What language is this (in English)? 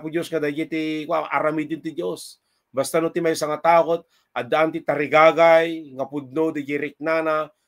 Iloko